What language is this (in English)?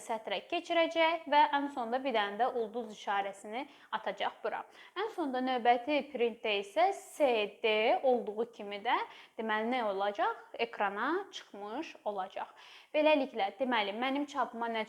Azerbaijani